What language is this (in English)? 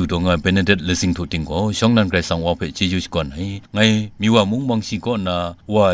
Kachin